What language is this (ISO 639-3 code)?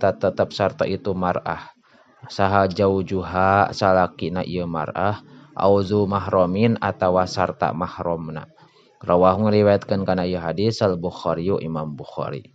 sun